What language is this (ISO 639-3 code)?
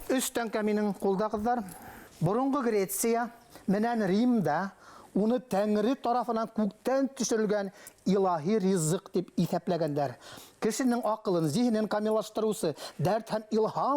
bak